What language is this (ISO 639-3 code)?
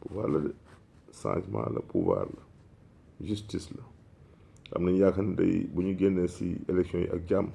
wol